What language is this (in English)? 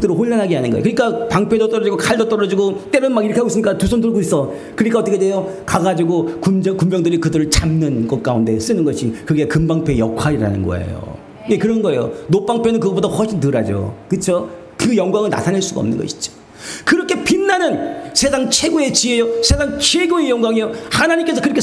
Korean